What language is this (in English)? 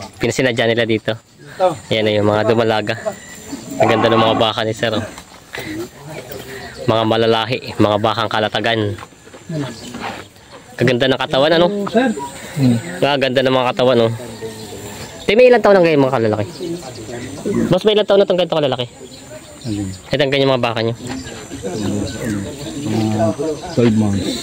Filipino